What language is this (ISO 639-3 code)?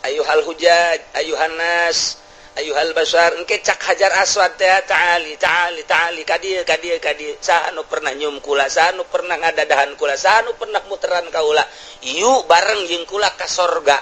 sun